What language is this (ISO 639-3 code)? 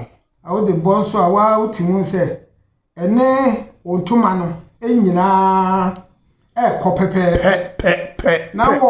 aka